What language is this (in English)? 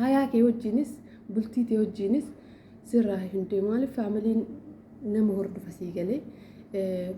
Oromo